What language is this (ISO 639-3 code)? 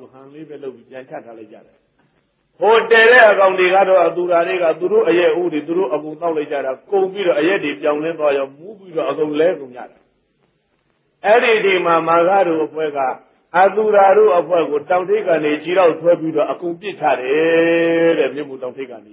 mya